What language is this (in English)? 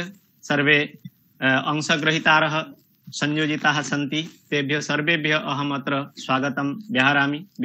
Sanskrit